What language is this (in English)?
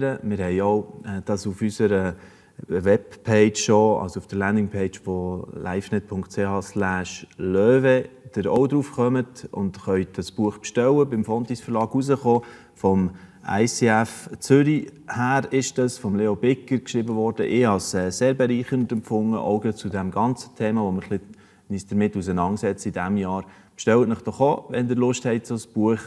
Swiss German